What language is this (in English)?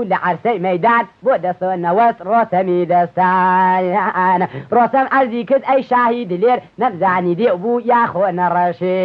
Central Kurdish